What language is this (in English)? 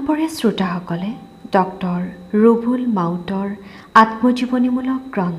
Assamese